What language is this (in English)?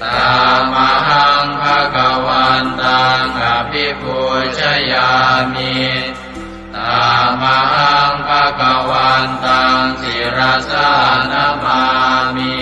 Pali